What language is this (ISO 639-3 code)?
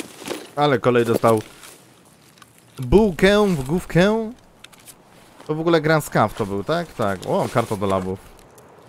pol